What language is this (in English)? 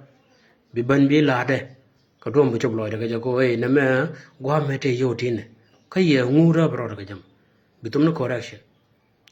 Nuer